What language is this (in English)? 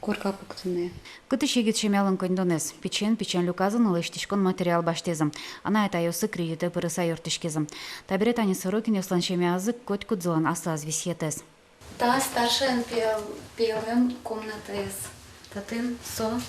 Udmurt